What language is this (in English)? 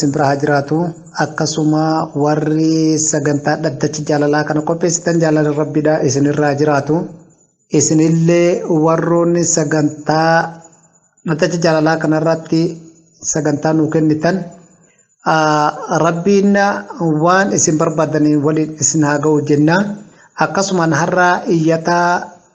Oromo